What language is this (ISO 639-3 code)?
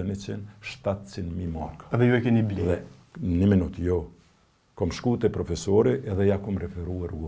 sqi